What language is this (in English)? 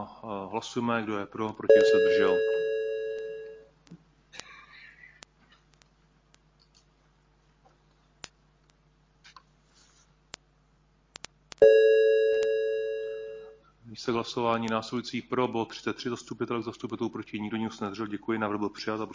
Czech